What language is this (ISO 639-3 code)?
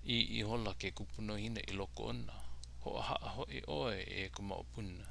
haw